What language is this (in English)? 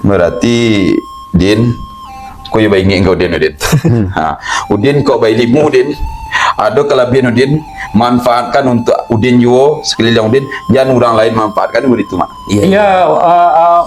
Minangkabau